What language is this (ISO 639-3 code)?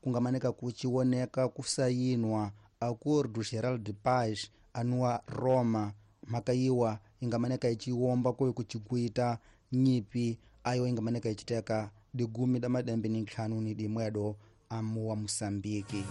tso